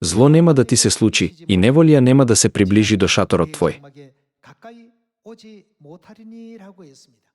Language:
Macedonian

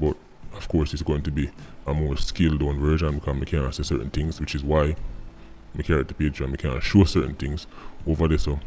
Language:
Jamaican Creole English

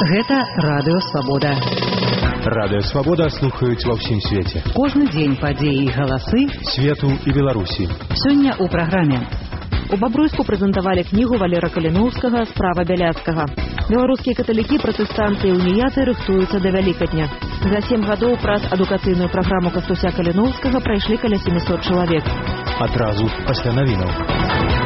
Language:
Belarusian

